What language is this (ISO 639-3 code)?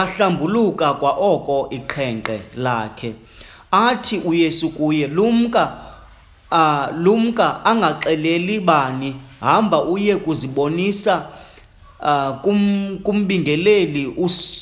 xho